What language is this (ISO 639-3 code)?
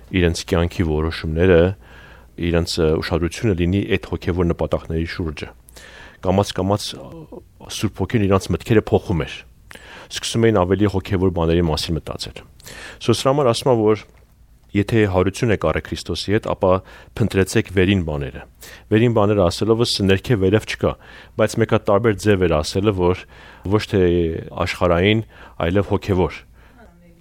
hye